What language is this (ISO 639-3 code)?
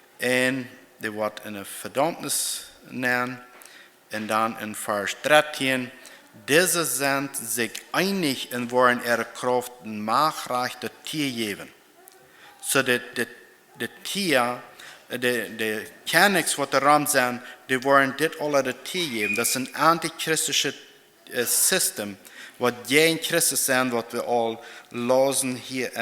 pdt